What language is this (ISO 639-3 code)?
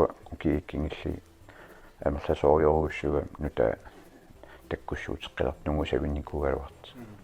kal